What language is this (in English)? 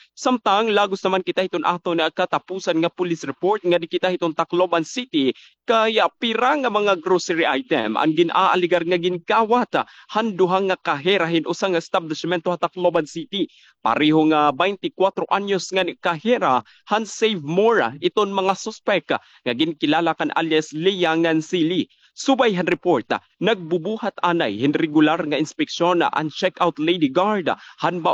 Waray